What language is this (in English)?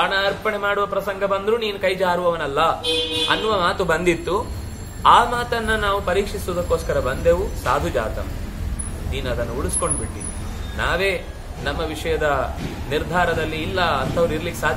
Kannada